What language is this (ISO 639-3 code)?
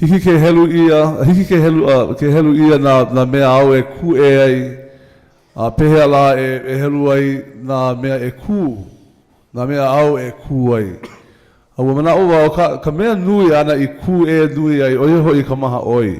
haw